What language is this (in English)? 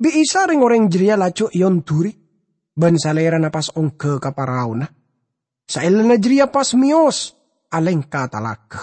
Madurese